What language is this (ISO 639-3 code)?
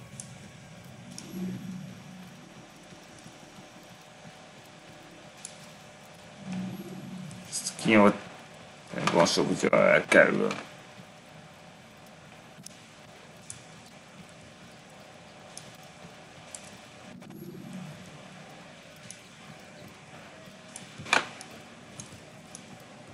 hun